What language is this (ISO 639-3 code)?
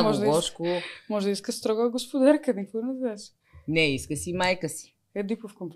bul